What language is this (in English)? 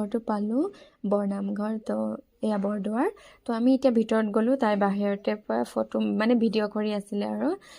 Assamese